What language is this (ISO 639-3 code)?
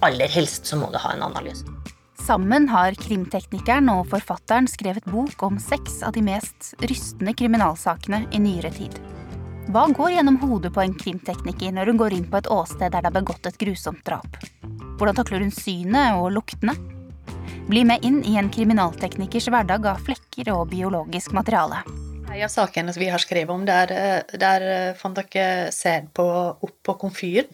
nor